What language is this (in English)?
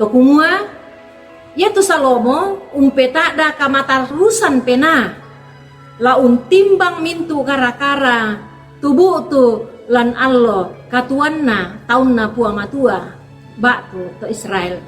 Toraja-Sa'dan